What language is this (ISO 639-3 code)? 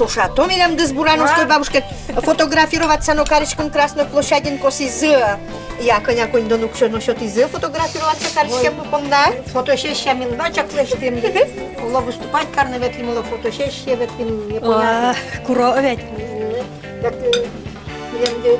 udm